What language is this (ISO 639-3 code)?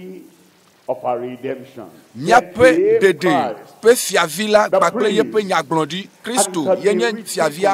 ewe